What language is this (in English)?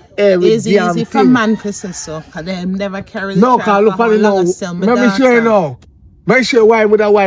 Jamaican Creole English